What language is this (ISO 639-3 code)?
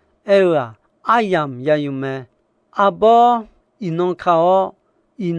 ahk